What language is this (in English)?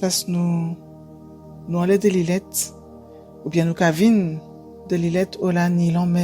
Guadeloupean Creole French